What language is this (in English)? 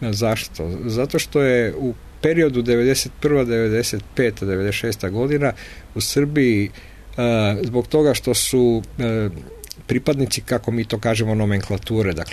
Serbian